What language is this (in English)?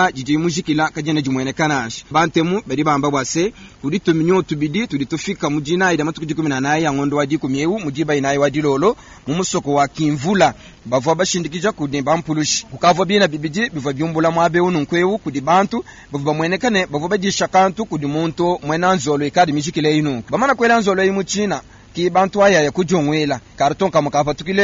Luba-Lulua